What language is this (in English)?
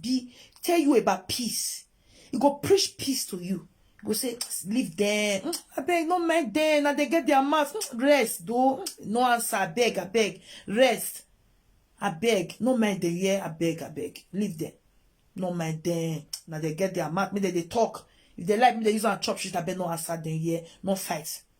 Nigerian Pidgin